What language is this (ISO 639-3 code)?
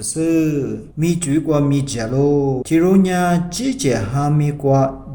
lis